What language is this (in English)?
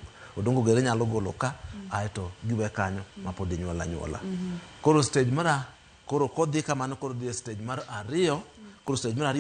Luo (Kenya and Tanzania)